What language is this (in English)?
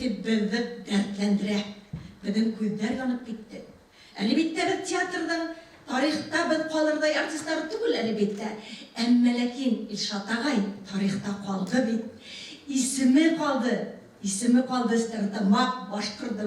Bashkir